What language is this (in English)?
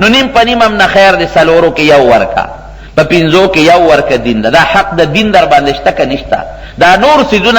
Pashto